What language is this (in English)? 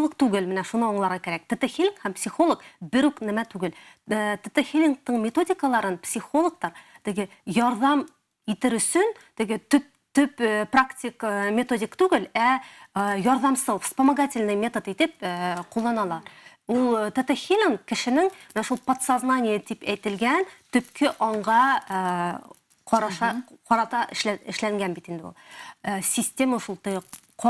Bashkir